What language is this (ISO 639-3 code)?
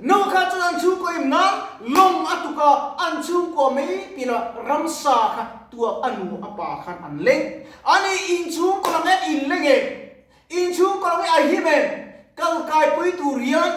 lus